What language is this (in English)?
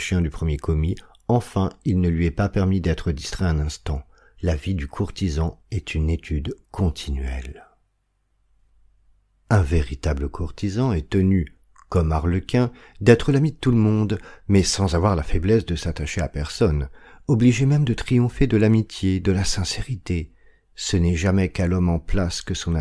French